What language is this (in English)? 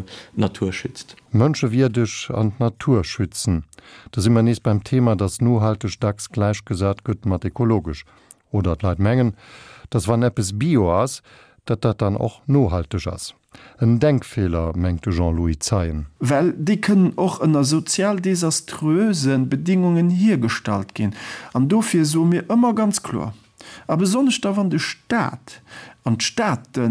Luxembourgish